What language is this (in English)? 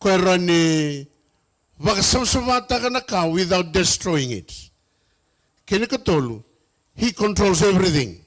Fijian